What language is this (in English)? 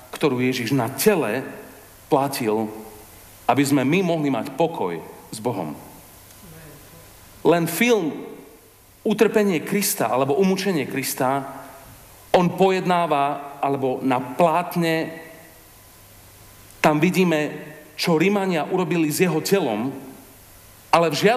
Slovak